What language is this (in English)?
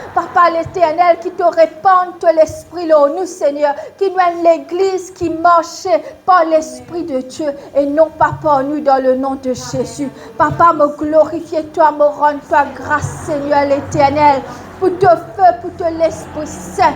Morisyen